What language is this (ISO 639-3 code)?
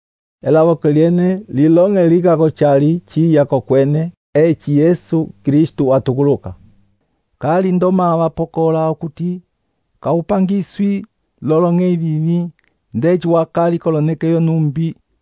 umb